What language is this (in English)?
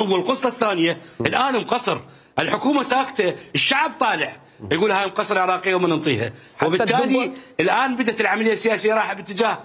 Mesopotamian Arabic